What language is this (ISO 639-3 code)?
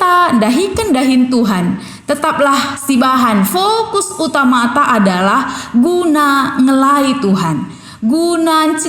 btx